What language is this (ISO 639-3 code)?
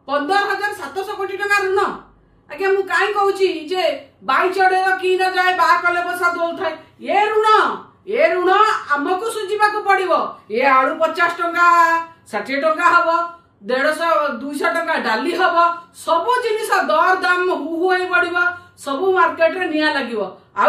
ori